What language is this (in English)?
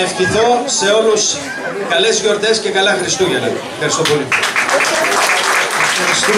Greek